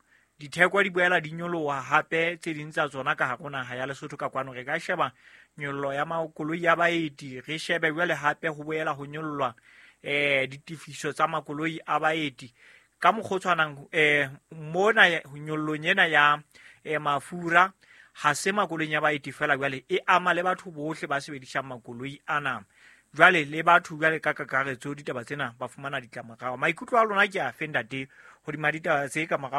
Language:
Southern Sotho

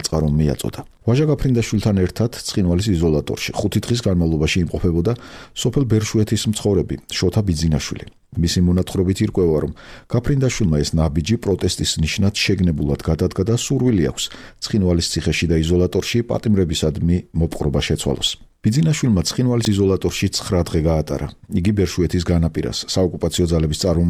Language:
Georgian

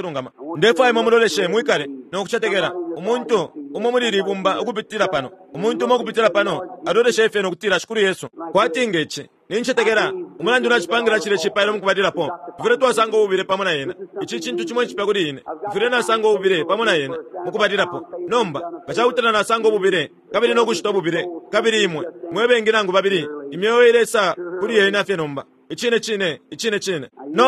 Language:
Bemba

